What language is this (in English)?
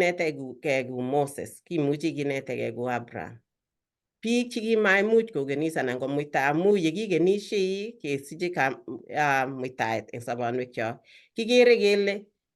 Kalenjin